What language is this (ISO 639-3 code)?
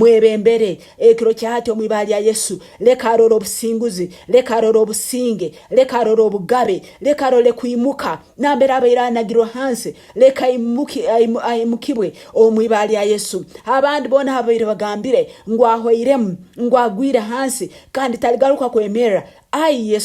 nyn